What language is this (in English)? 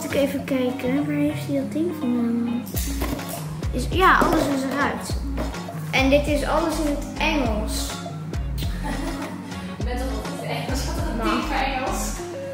Dutch